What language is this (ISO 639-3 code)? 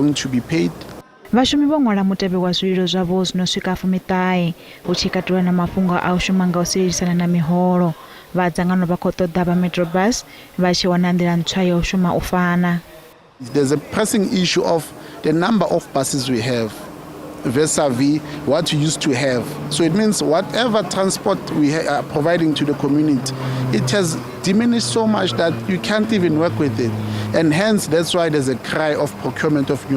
ven